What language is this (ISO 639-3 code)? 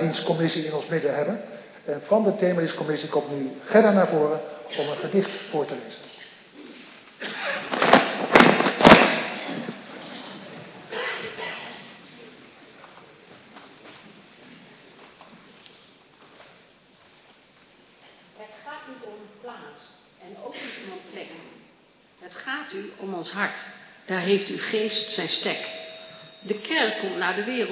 nld